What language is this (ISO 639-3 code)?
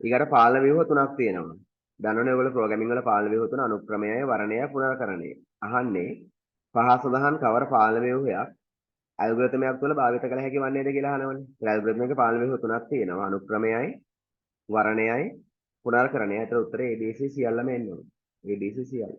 sin